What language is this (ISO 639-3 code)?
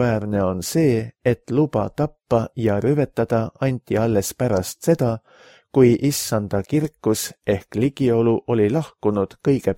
est